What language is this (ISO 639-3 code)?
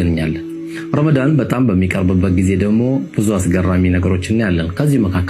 amh